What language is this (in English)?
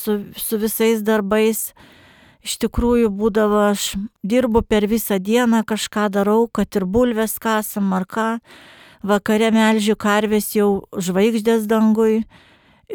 Lithuanian